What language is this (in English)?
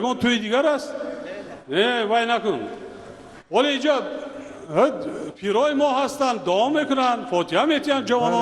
Tajik